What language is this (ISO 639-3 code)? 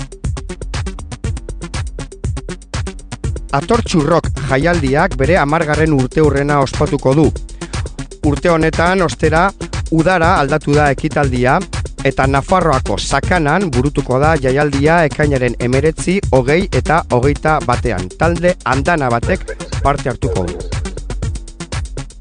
eus